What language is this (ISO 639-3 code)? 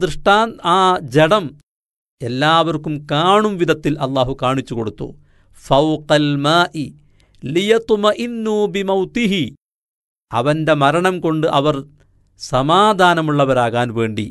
mal